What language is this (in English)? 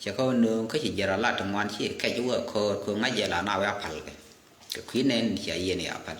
Nuer